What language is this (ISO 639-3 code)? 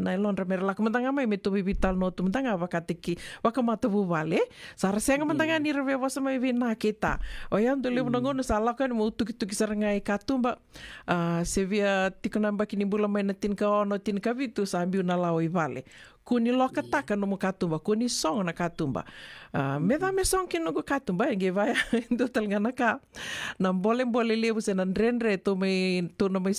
fij